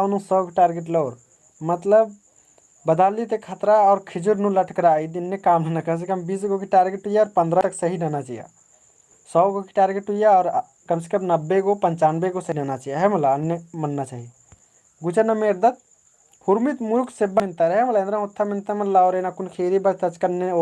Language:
Kurukh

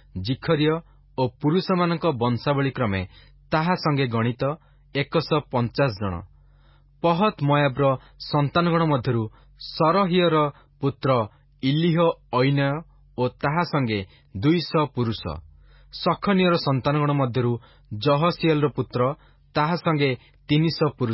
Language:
Odia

